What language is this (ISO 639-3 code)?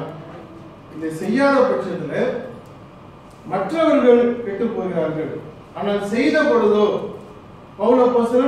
tam